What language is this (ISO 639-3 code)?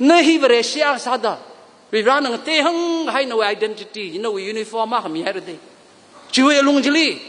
nmf